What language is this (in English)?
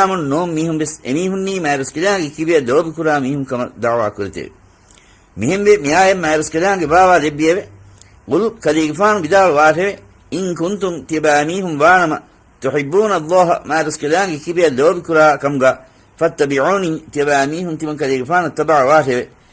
Divehi